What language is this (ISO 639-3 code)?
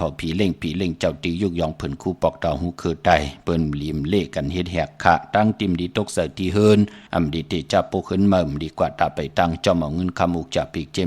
shn